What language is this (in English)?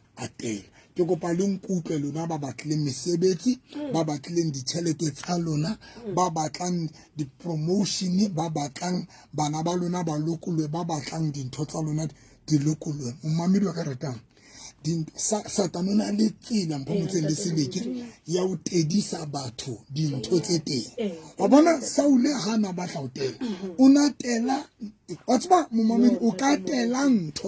Southern Sotho